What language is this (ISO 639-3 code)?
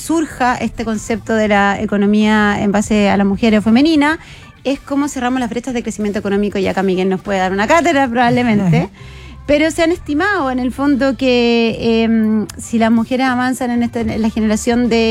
spa